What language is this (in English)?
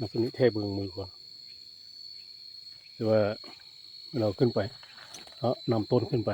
Lao